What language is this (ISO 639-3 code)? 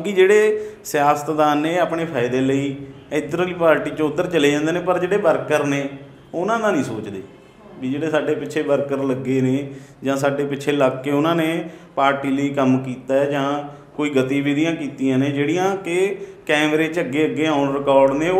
pan